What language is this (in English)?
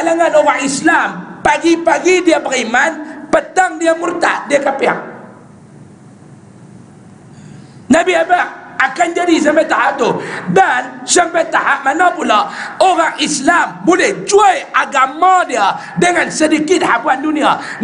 Malay